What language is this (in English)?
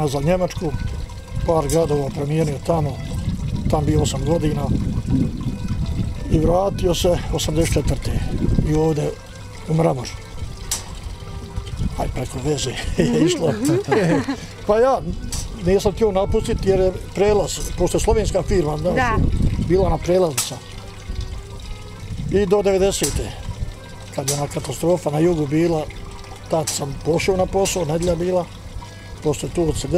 Bosnian